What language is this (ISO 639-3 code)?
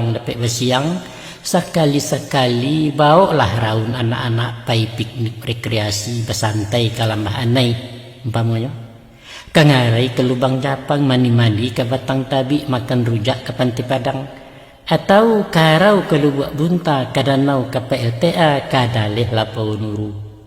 min